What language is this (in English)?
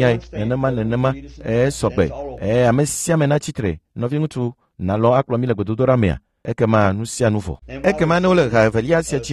Ewe